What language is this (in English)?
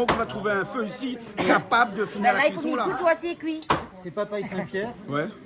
Réunion Creole French